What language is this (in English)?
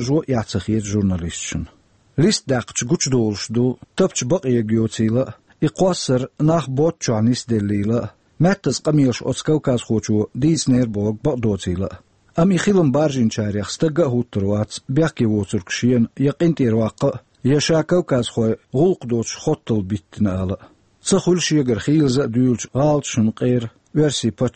Chechen